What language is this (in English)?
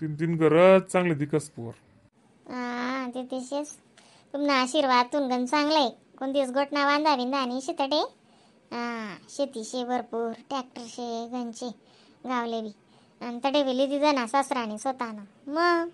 Khandesi